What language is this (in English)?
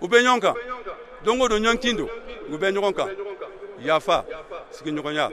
Bambara